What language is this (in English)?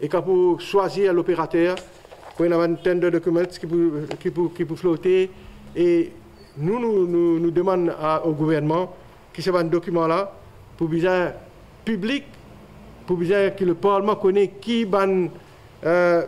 Morisyen